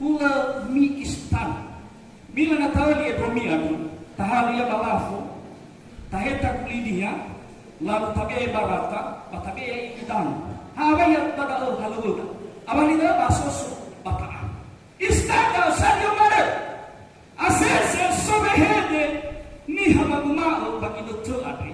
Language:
Nias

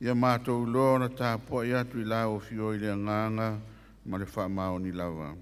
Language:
Samoan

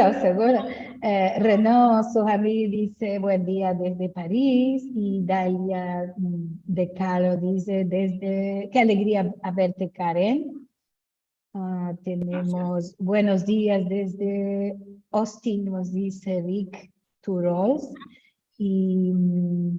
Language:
Ladino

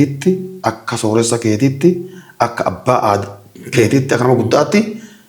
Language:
Oromo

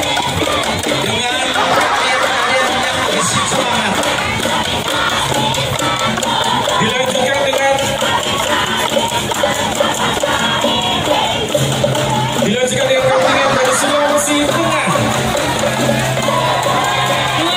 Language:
Indonesian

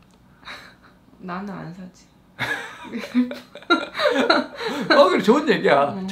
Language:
Korean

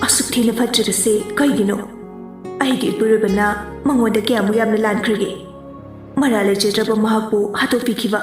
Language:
Manipuri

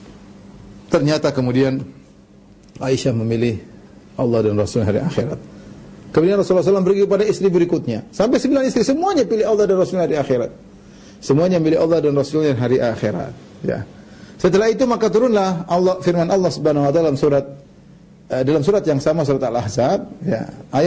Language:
Indonesian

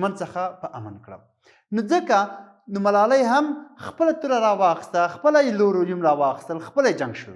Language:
Pashto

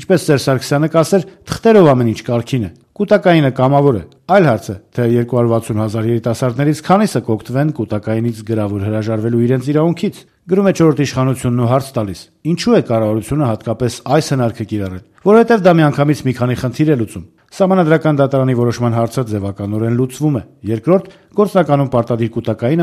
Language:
Armenian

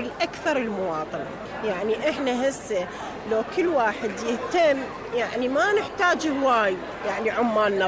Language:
Mesopotamian Arabic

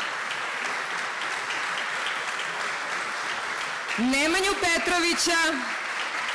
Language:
Serbian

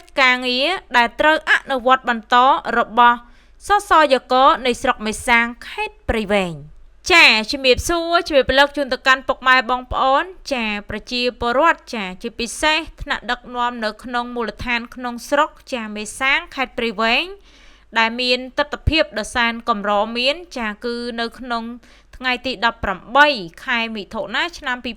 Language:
Khmer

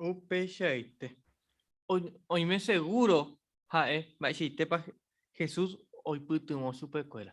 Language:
Guarani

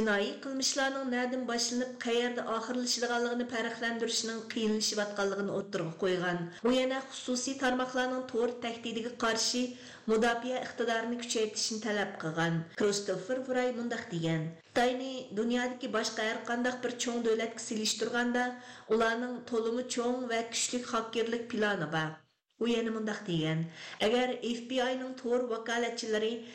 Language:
Uyghur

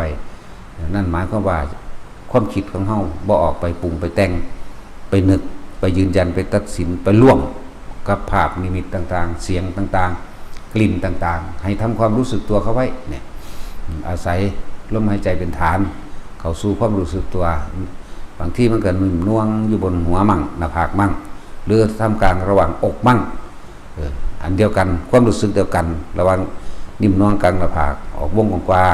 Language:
Northeastern Thai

